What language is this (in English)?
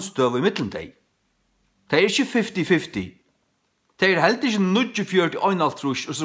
Faroese